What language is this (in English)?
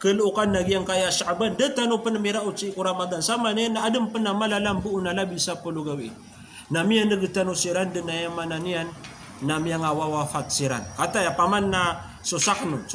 Maranao